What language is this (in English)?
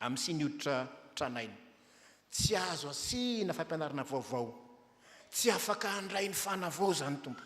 Malagasy